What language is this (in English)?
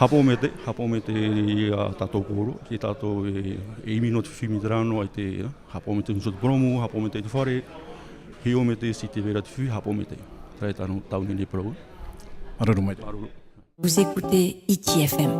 Tahitian